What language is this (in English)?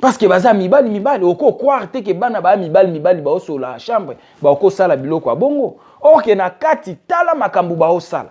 Lingala